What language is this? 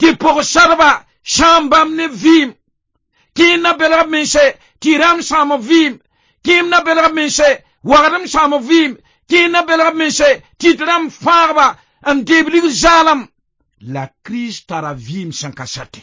Mossi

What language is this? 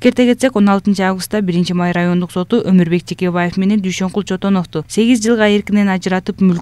Kyrgyz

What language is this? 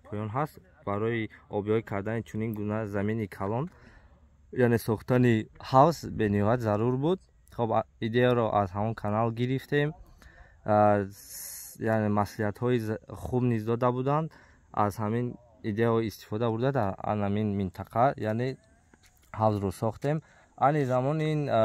Tajik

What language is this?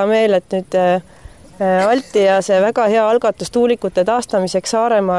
Estonian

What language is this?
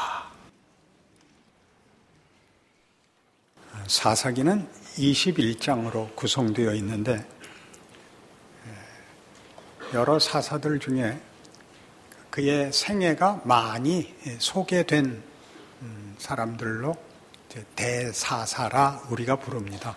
Korean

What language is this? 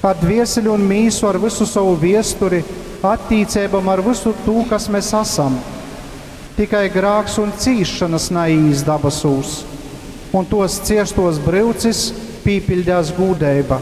Latgalian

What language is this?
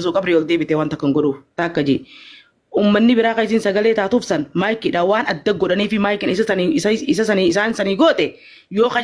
Oromo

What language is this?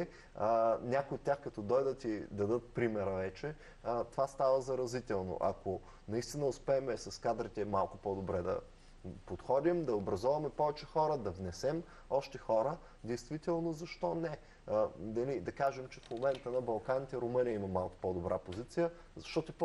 Bulgarian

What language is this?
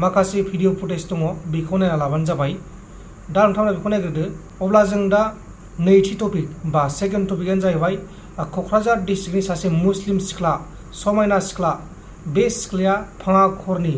Bodo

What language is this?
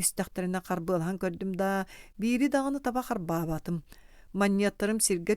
Yakut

